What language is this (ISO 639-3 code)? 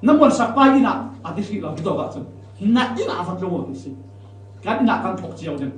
cfm